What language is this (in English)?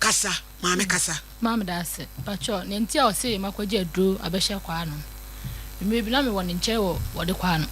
Akan